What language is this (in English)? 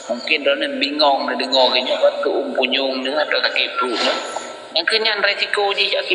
Achinese